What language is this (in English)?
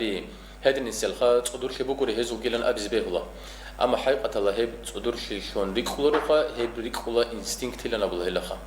Avaric